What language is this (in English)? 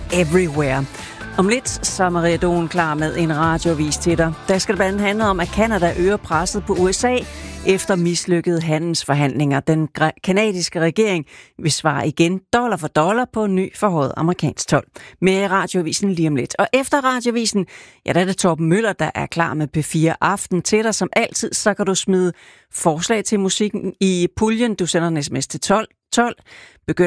Danish